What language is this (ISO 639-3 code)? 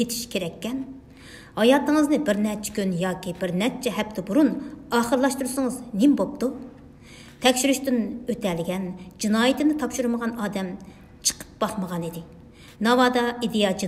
uig